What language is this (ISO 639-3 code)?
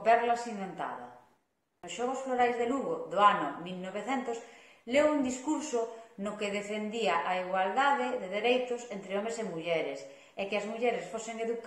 glg